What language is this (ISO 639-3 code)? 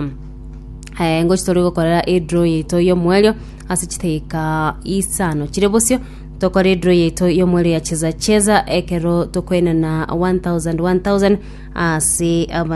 guz